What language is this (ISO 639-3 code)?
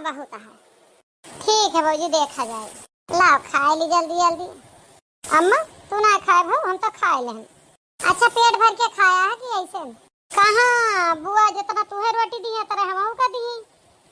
awa